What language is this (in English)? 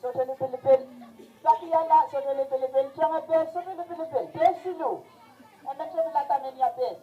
Pohnpeian